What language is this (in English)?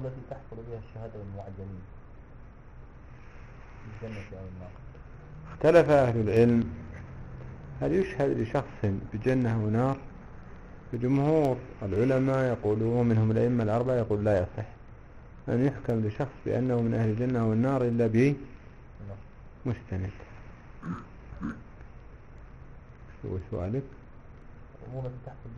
Arabic